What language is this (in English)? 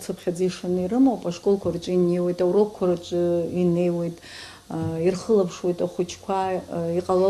Abkhazian